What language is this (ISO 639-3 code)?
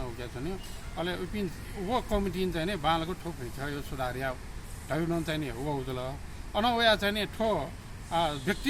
new